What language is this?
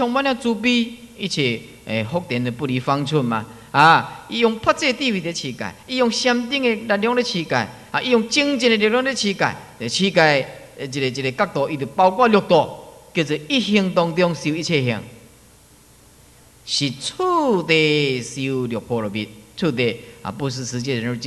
Chinese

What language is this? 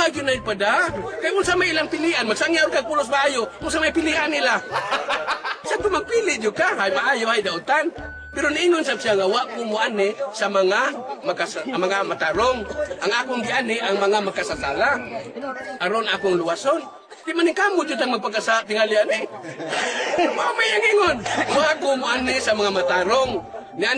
Cebuano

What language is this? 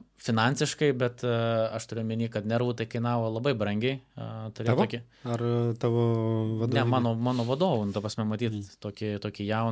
Lithuanian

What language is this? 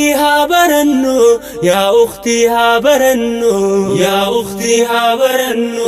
Oromo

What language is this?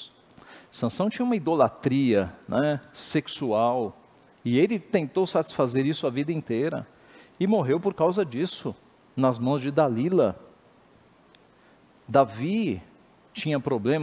Portuguese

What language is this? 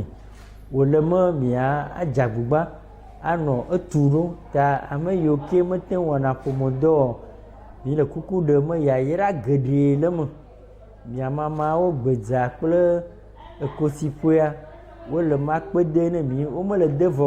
Ewe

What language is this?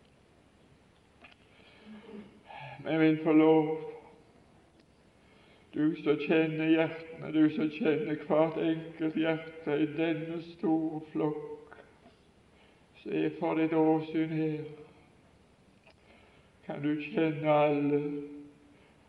Norwegian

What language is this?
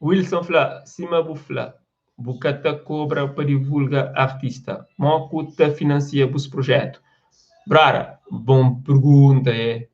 Kabuverdianu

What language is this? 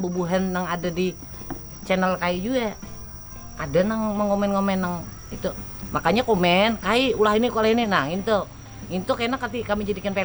Banjar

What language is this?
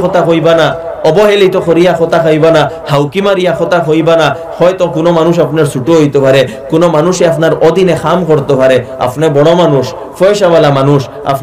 Sylheti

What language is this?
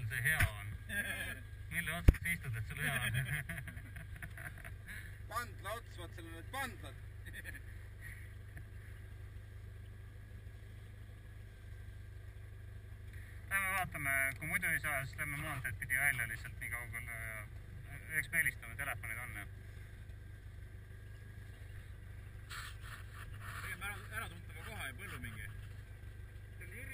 Estonian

